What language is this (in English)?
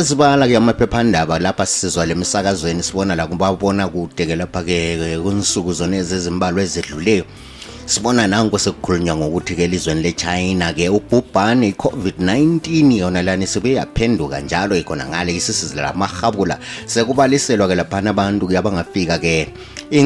North Ndebele